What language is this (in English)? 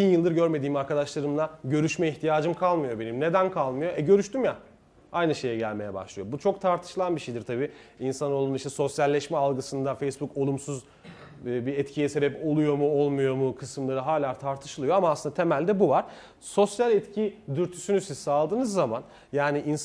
Turkish